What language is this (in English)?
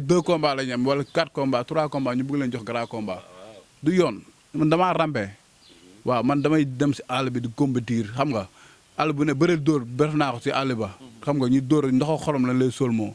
Wolof